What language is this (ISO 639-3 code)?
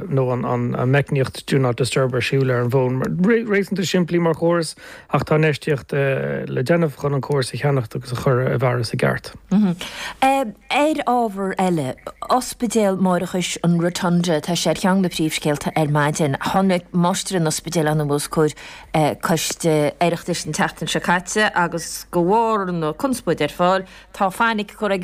gle